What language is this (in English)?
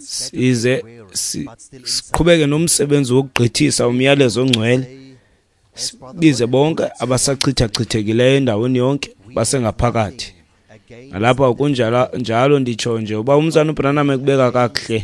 Xhosa